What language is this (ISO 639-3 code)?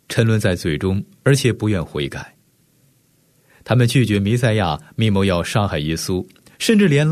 zho